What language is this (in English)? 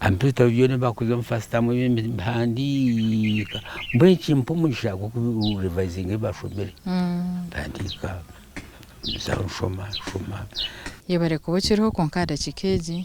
Nyankole